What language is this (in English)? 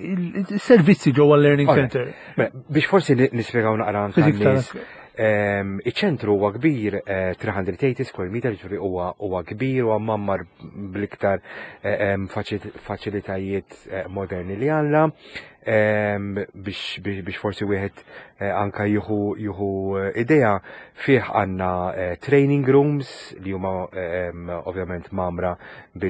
Maltese